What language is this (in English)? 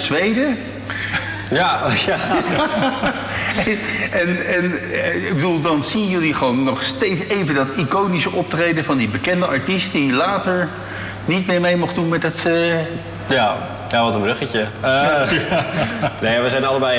Dutch